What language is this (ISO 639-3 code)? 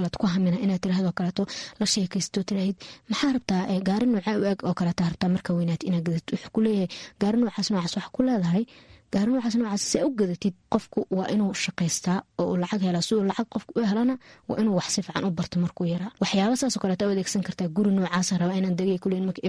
som